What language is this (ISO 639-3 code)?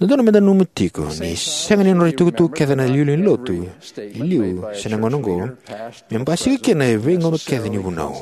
fij